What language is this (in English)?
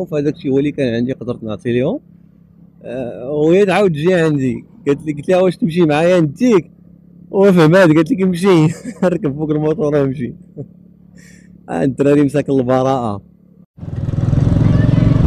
Moroccan Arabic